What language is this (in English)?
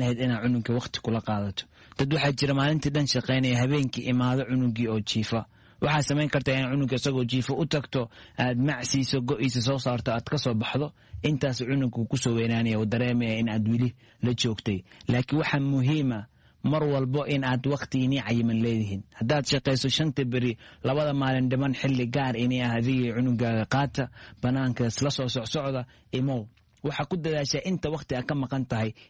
Somali